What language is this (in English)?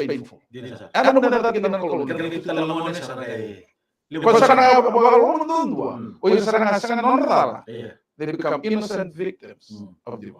Fijian